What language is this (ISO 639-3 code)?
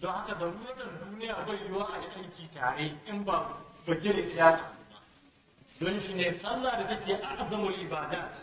hau